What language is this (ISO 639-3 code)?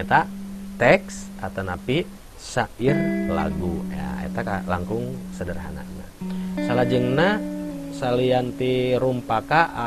sun